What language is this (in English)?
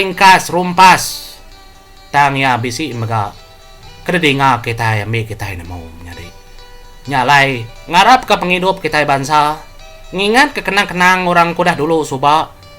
Iban